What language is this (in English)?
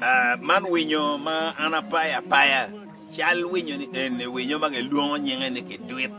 Acoli